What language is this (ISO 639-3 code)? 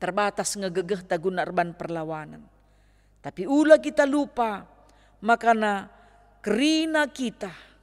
btx